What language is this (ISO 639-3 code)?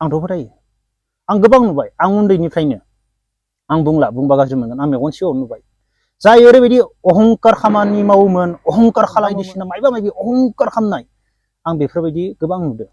brx